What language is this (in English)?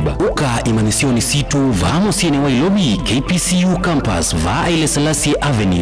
Kamba